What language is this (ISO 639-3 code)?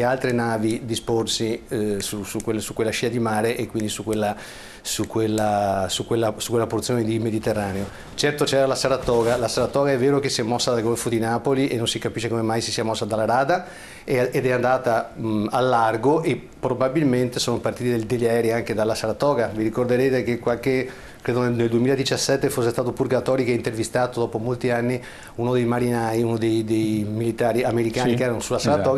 ita